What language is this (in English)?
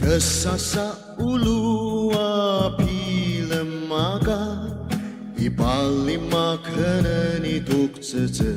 Ao Naga